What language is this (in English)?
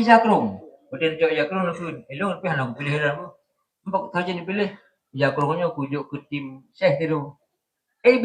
Achinese